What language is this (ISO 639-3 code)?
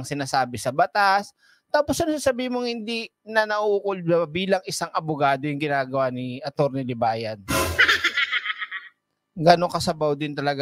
fil